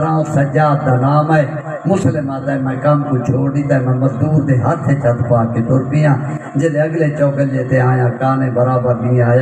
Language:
Saraiki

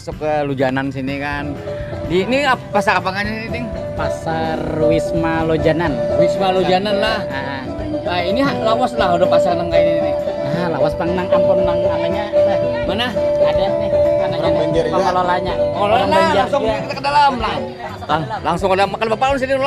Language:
Banjar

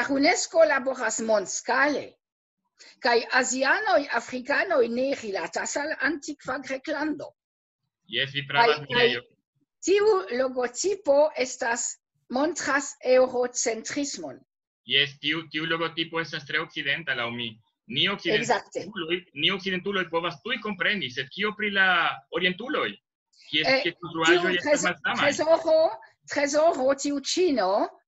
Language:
Esperanto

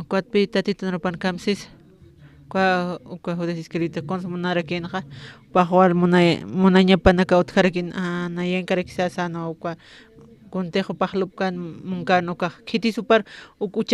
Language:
Aymara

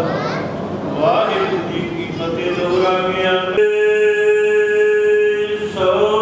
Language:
Punjabi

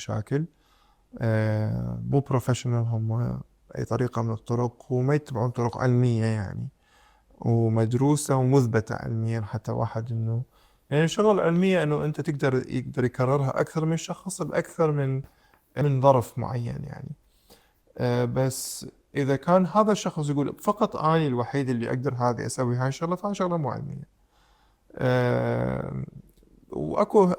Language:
Mesopotamian Arabic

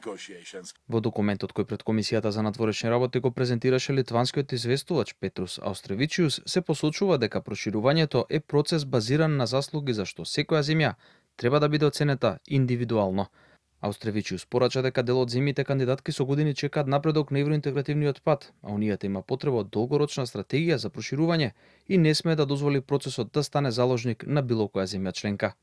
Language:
Macedonian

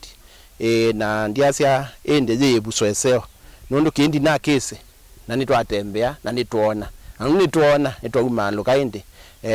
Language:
Kamba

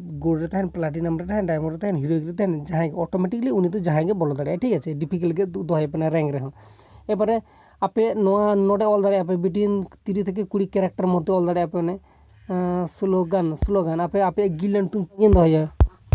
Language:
Santali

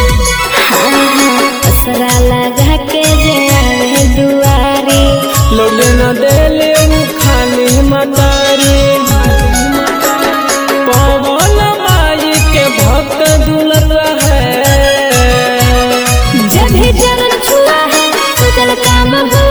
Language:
Bhojpuri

